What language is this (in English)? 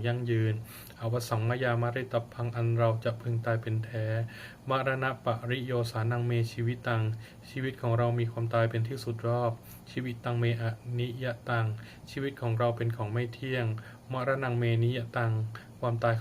Pali